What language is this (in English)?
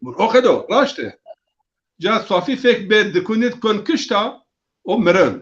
Zaza